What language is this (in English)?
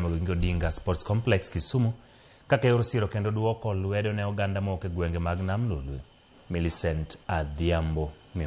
Luo (Kenya and Tanzania)